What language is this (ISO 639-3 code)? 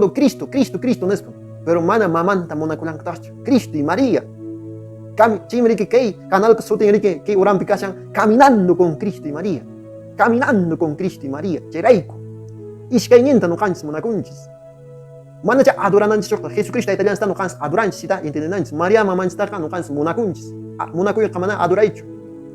que